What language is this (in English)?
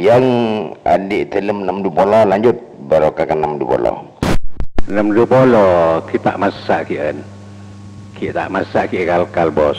Madurese